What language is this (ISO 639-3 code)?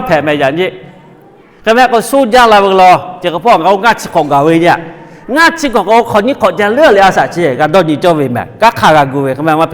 lhu